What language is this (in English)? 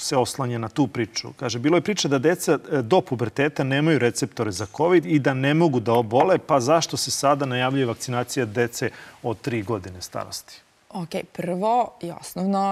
Serbian